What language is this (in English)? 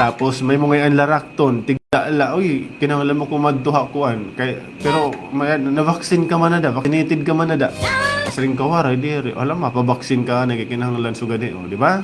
Waray